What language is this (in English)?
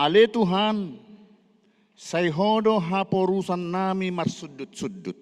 Batak Toba